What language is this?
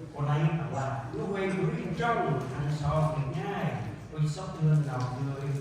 Central Mnong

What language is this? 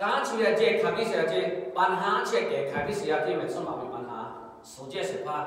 Lahu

